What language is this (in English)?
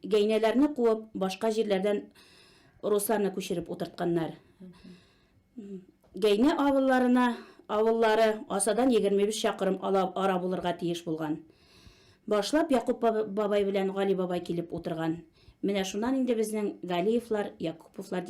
Bashkir